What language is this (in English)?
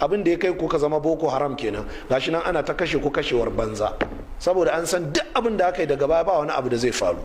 Hausa